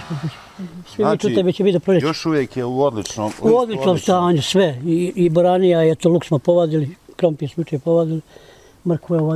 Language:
Bosnian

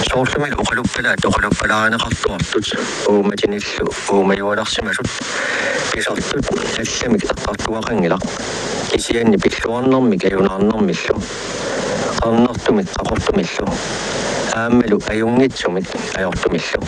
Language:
Kalaallisut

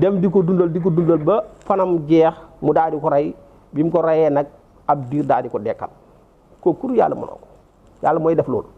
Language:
Wolof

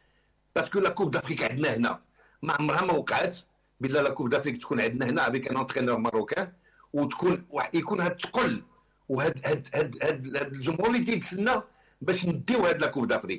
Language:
Moroccan Arabic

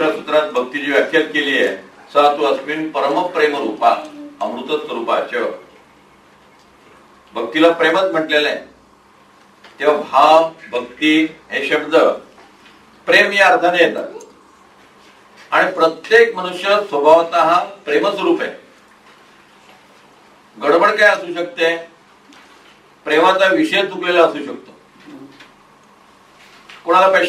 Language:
Marathi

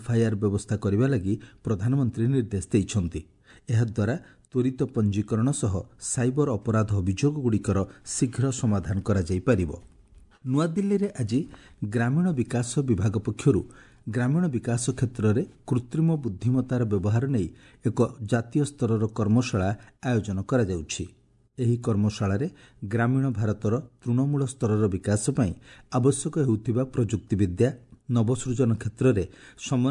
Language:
Odia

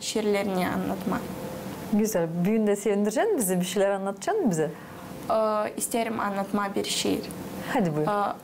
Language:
Gagauz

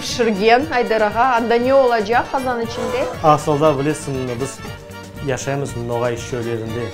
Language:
Crimean Tatar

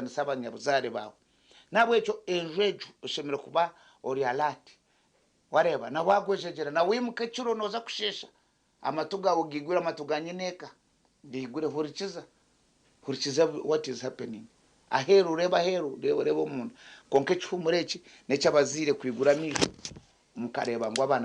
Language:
Nyankole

